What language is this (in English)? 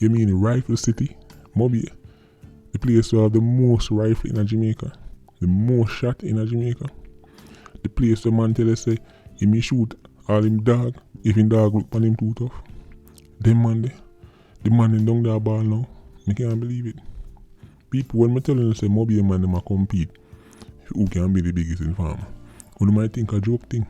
Jamaican Creole English